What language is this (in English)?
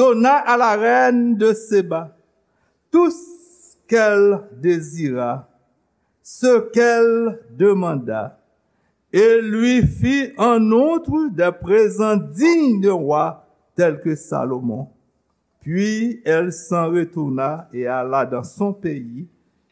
Haitian Creole